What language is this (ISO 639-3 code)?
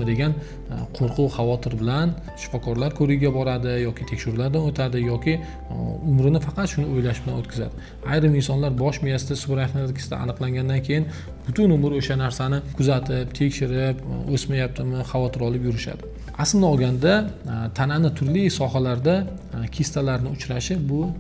uzb